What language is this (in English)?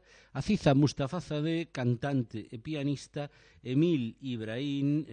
Galician